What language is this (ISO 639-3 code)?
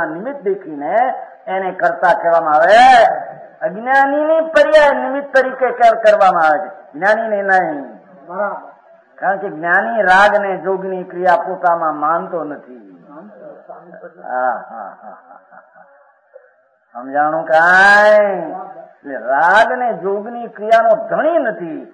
guj